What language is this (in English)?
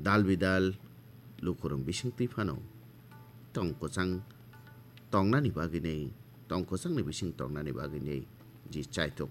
Kok Borok